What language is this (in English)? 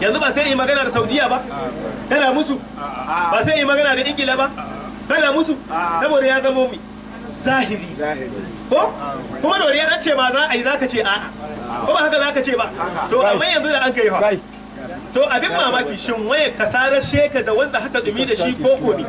Hausa